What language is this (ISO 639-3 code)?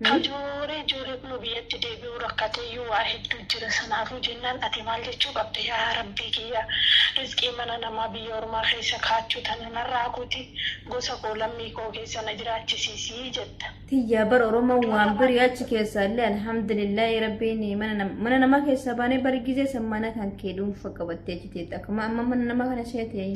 orm